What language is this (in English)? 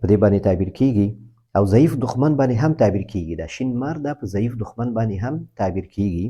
Pashto